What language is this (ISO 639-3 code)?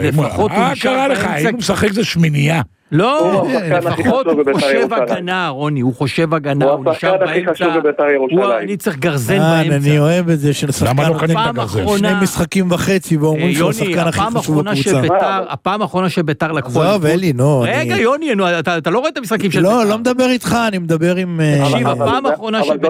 heb